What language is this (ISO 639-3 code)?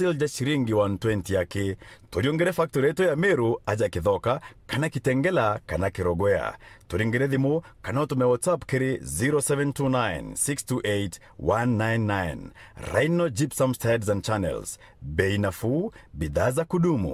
mer